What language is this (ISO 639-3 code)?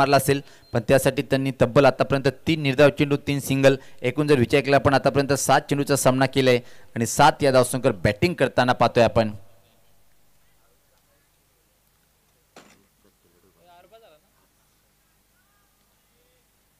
mar